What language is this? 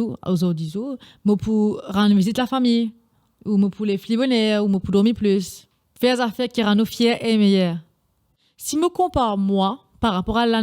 Morisyen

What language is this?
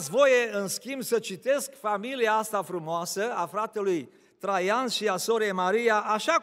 Romanian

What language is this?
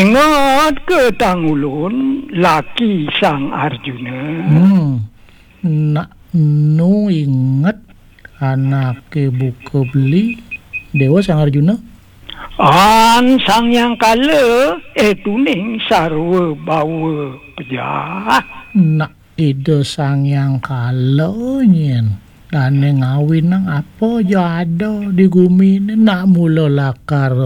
Balinese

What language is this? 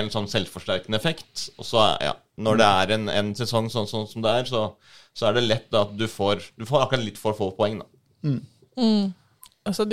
Norwegian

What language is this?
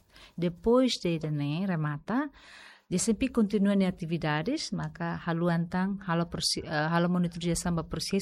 Tetum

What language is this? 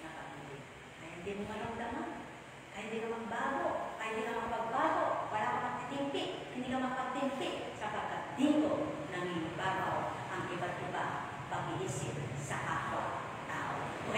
Filipino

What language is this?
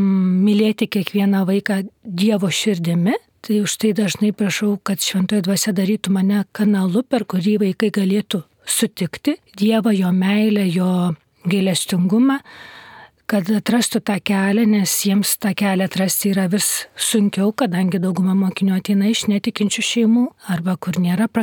Lithuanian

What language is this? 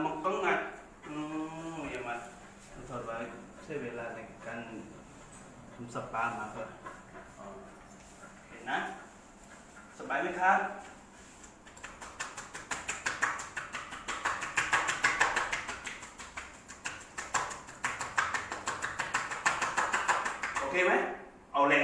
Thai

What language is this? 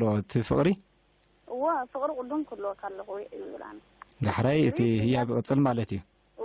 Tigrinya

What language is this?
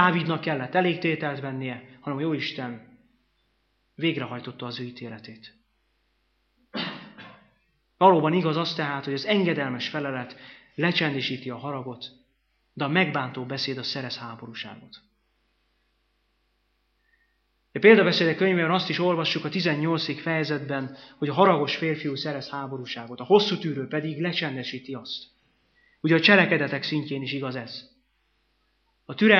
Hungarian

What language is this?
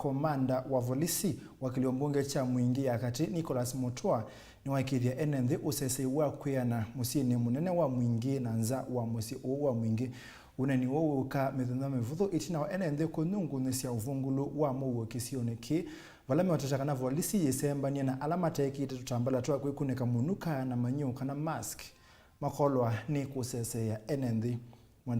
Kamba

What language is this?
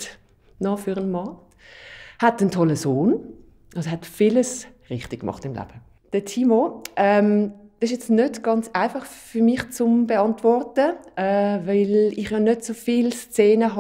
Swiss German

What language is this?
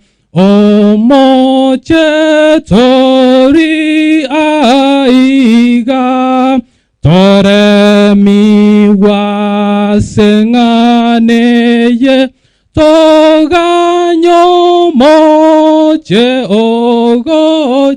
Gusii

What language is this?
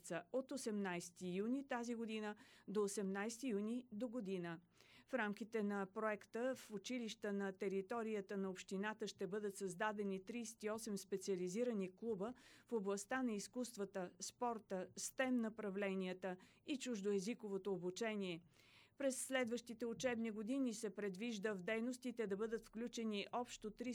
Bulgarian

